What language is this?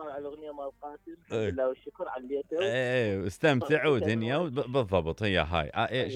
Mesopotamian Arabic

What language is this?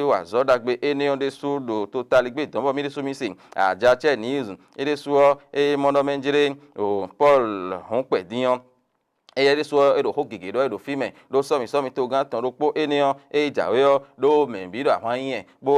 Fon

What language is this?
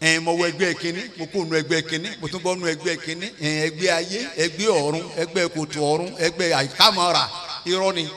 Yoruba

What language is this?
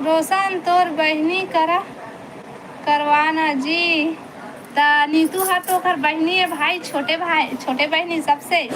Chhattisgarhi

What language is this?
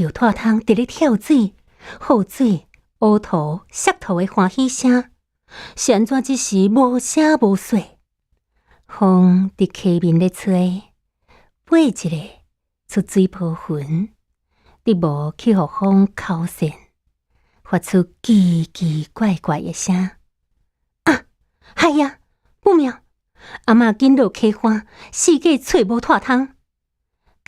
Min Nan Chinese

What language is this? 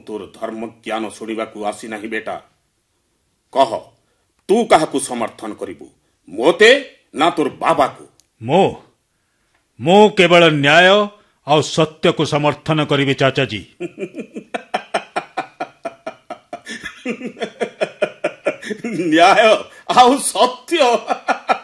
Odia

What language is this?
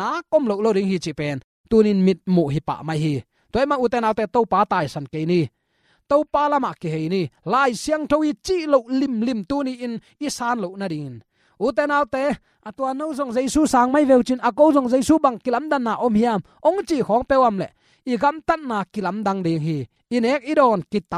Tedim Chin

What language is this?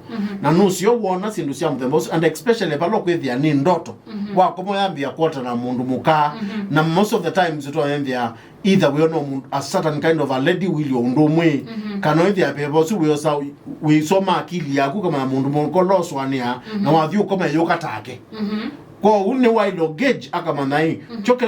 Kamba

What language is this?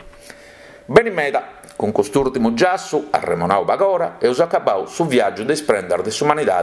Sardinian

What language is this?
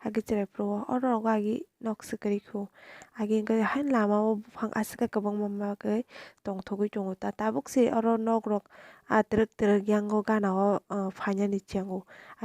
Kok Borok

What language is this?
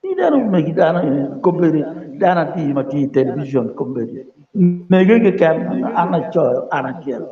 Acoli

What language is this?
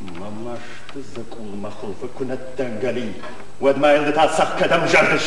Ossetic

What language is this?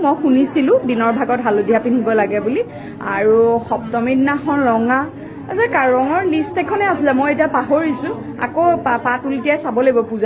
Assamese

